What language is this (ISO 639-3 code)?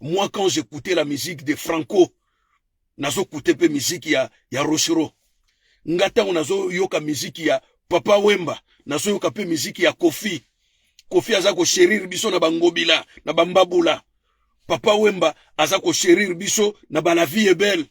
lin